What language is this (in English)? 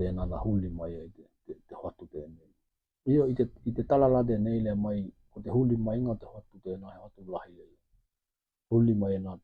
Tokelau